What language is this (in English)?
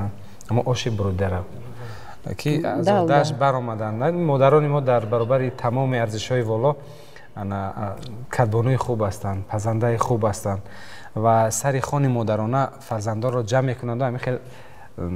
Tajik